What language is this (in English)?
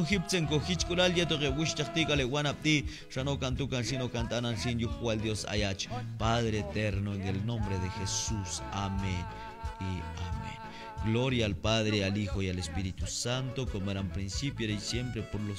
Q'anjob'al